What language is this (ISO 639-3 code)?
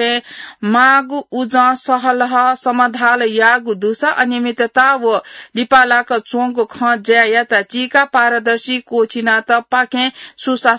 new